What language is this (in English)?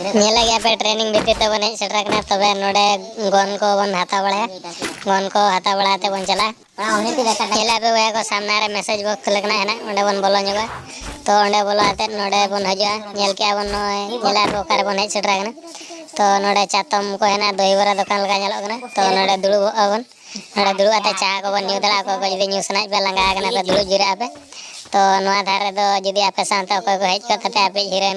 Santali